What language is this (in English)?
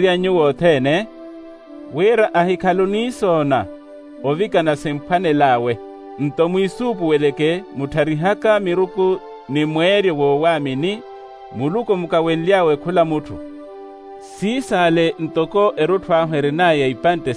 Makhuwa